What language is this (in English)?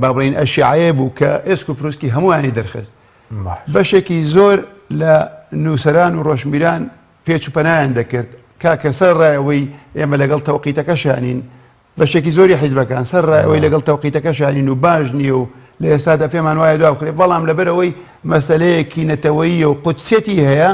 Central Kurdish